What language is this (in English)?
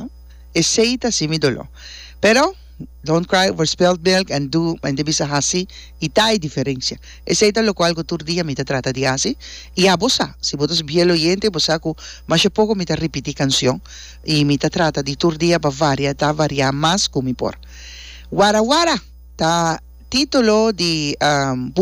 Papiamento